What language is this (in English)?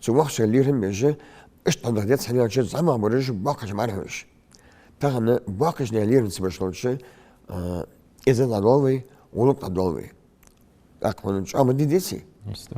Ingush